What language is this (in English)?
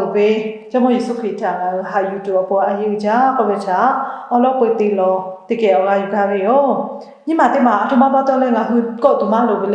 Lahu